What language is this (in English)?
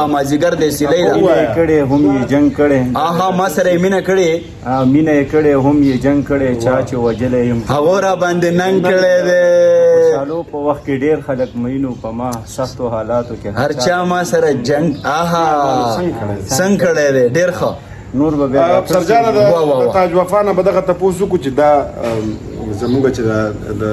Pashto